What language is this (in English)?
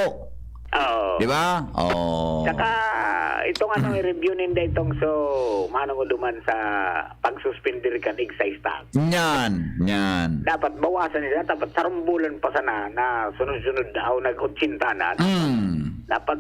Bikol